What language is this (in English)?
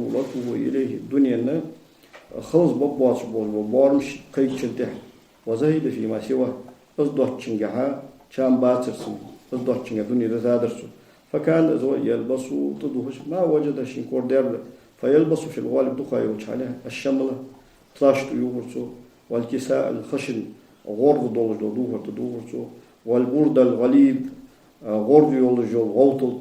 Ingush